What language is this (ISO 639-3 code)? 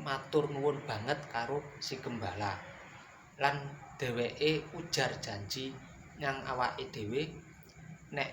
jav